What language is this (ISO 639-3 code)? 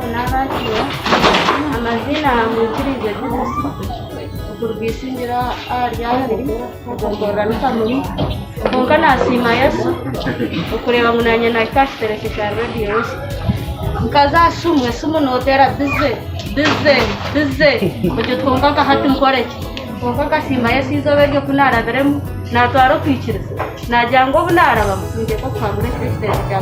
nyn